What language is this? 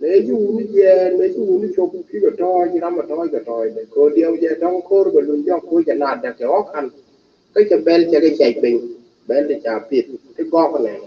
Nuer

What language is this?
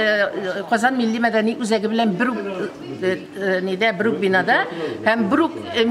Tatar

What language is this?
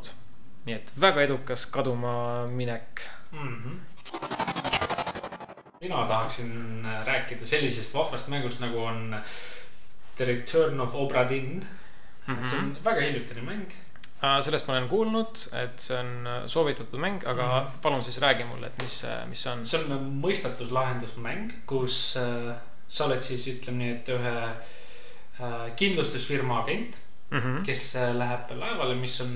Estonian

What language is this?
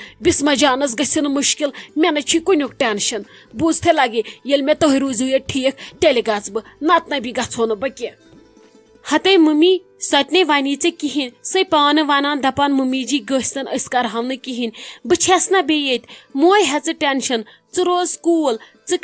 Kashmiri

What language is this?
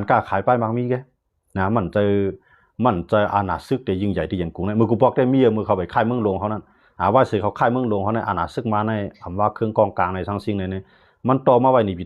Shan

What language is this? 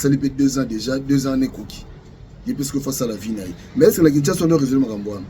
Lingala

